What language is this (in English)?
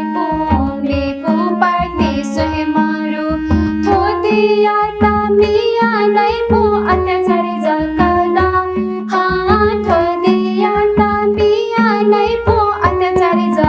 Newari